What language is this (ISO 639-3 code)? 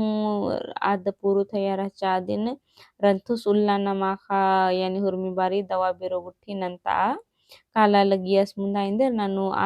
kru